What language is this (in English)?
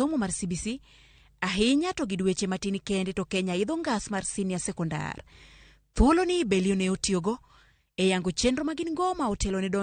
Luo (Kenya and Tanzania)